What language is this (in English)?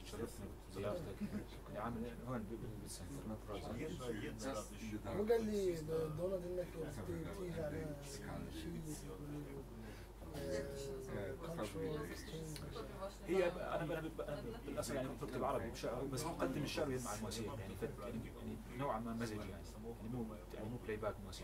Polish